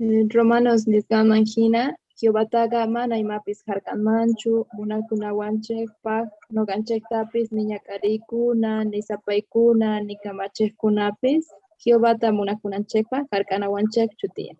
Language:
South Bolivian Quechua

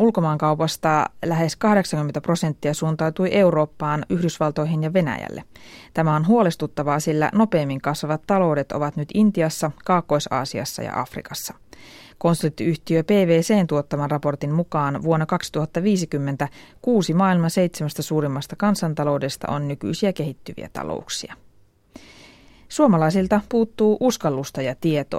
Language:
Finnish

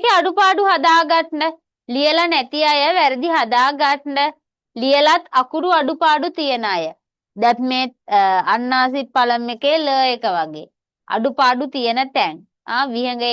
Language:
Sinhala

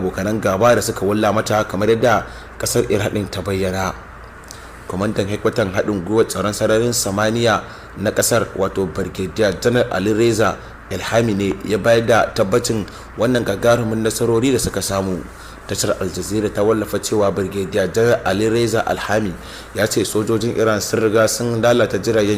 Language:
Hausa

